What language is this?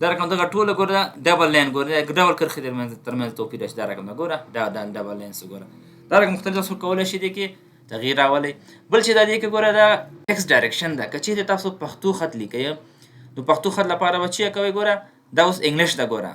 Pashto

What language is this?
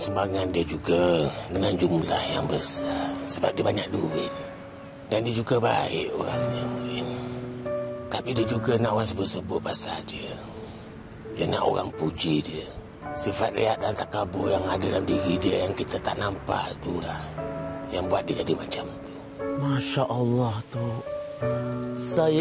Malay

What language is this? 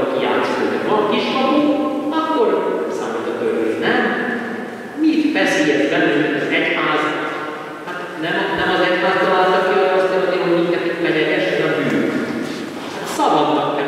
Hungarian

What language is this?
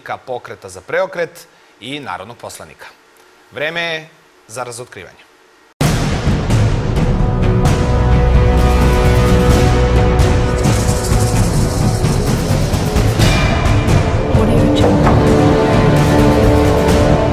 Serbian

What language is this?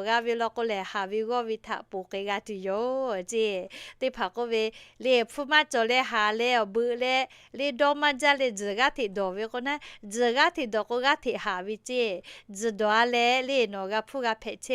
Lahu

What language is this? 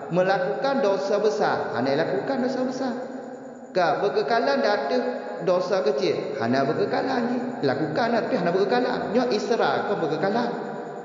Achinese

